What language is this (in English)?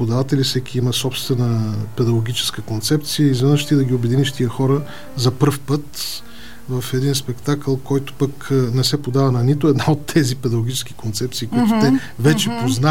Bulgarian